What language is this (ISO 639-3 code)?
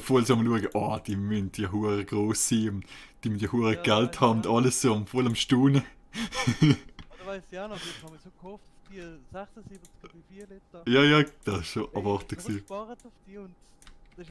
gsw